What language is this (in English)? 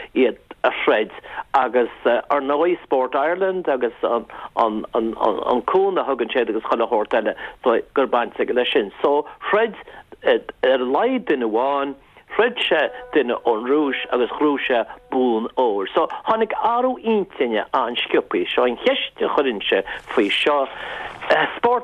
Irish